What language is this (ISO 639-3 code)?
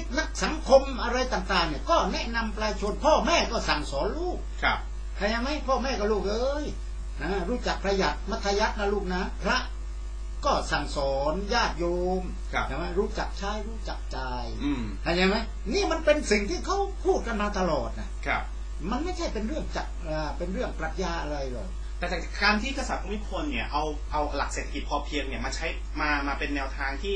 tha